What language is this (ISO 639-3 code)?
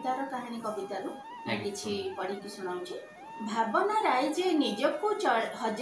ori